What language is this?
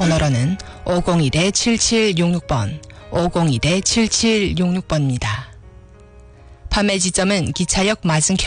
Korean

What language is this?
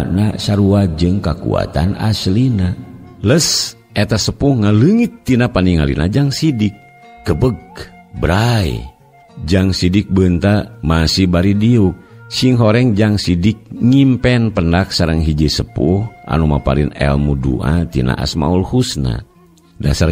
Sundanese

